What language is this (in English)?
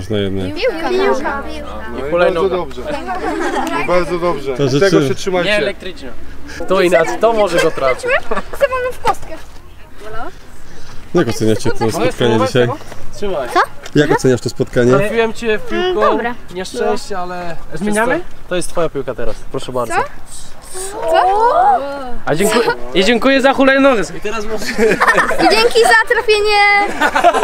Polish